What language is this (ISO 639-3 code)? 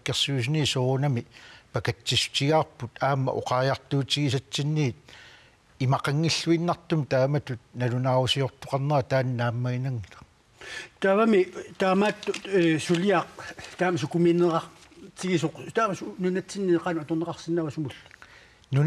kal